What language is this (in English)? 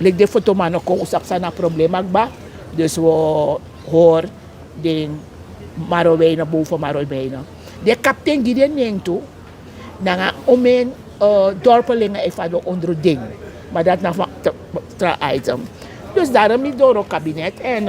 Sranan Tongo